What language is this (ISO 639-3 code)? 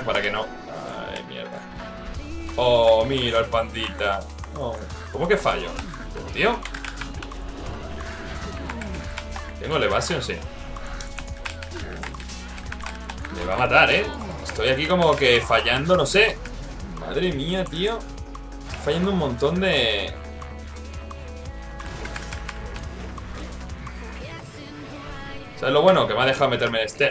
spa